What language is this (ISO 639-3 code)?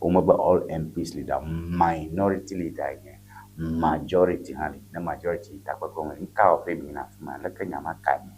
ewe